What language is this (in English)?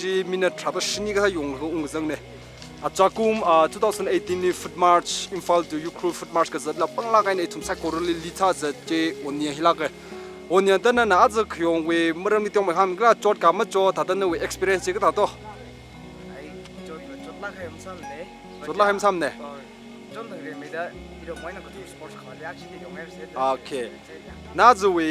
Tangkhul Naga (India)